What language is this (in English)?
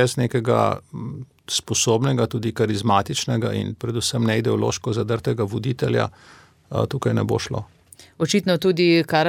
Slovenian